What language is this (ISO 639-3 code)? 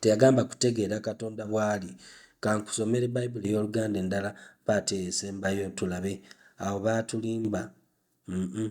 lug